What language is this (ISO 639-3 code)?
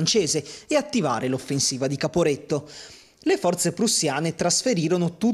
ita